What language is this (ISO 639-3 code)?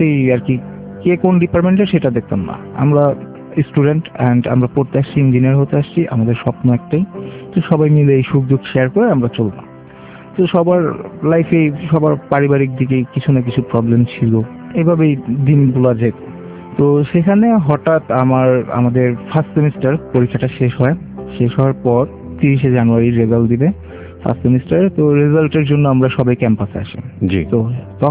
ben